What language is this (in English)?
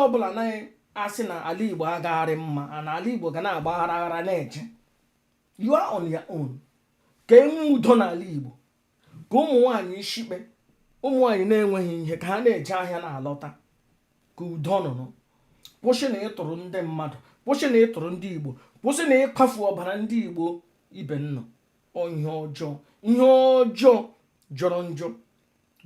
Igbo